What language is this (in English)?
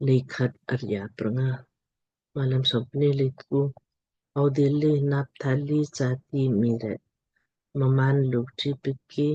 Lamkang